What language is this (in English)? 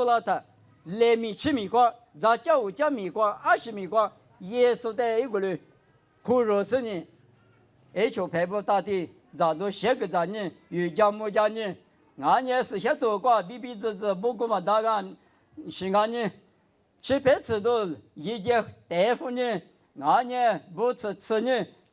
Lisu